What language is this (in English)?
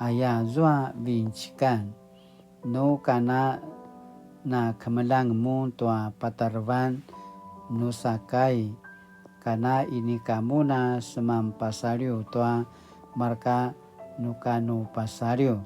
Paiwan